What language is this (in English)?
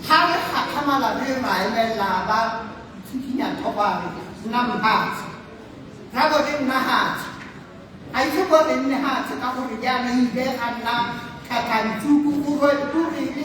Tswana